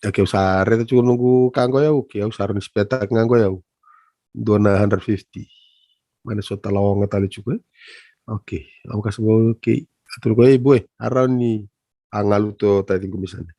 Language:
Fijian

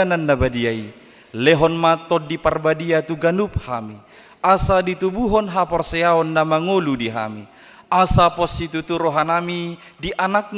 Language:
Batak Toba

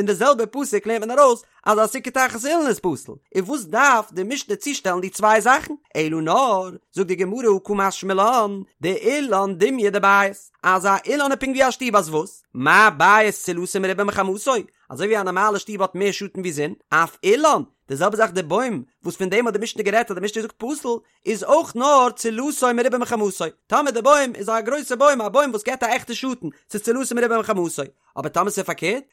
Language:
Yiddish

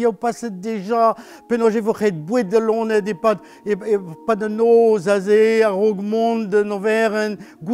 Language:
Breton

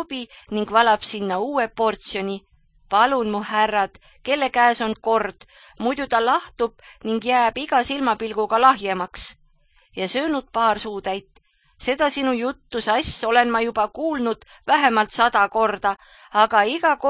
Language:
Estonian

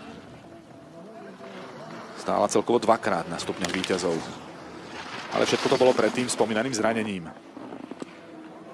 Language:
Slovak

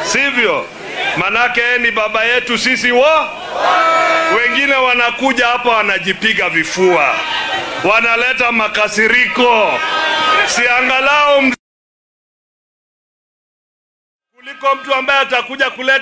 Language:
Swahili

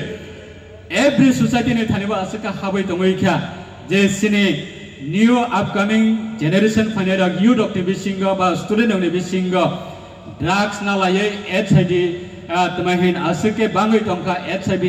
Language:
Riang (India)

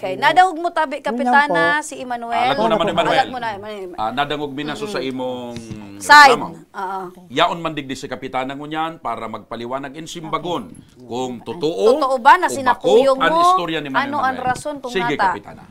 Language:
Bikol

